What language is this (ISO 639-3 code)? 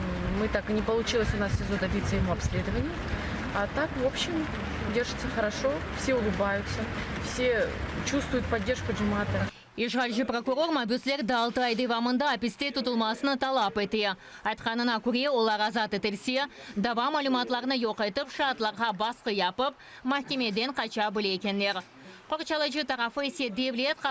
crh